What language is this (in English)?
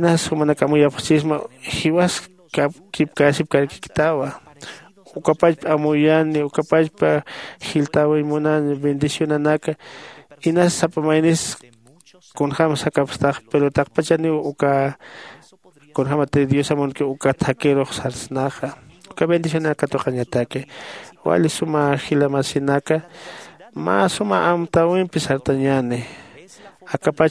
Aymara